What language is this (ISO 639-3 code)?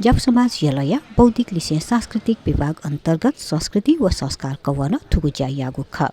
new